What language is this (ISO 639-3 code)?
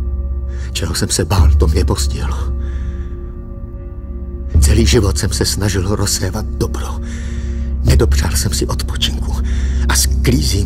ces